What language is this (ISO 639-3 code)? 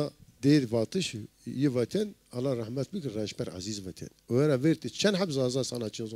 zza